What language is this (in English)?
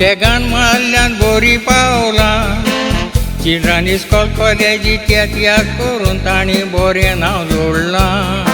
Konkani